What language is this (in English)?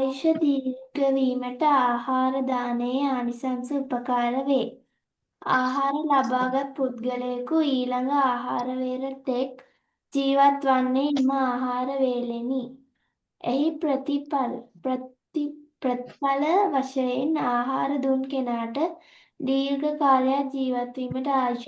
Sinhala